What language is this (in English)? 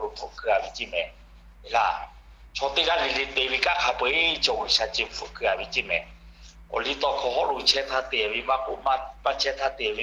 Lahu